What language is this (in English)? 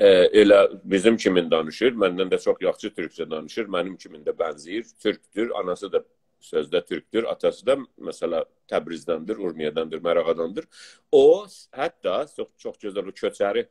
South Azerbaijani